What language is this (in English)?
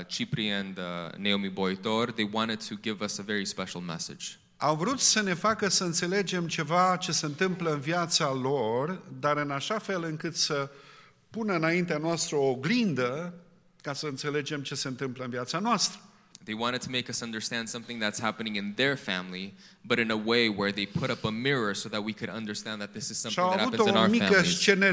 Romanian